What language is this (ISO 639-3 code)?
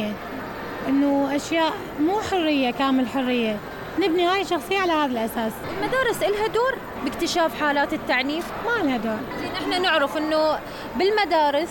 acm